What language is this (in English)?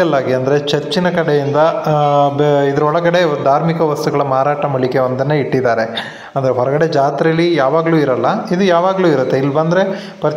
Kannada